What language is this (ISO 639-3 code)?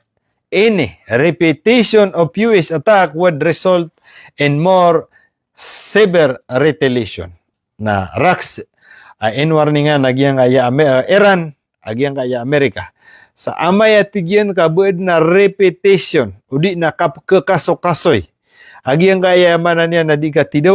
mrw